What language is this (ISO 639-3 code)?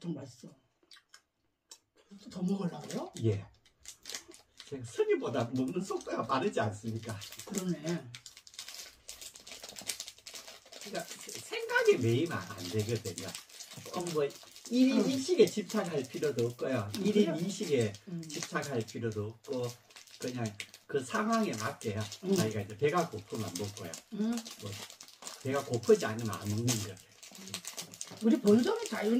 kor